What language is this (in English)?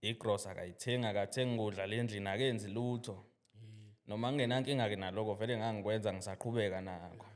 Zulu